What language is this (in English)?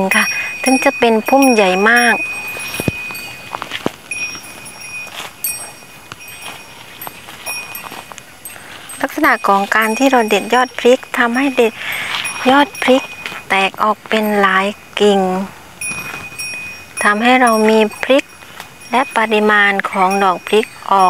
Thai